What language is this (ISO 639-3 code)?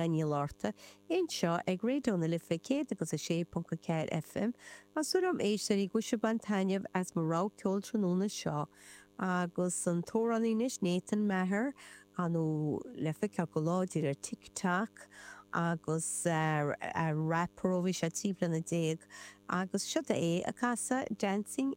gle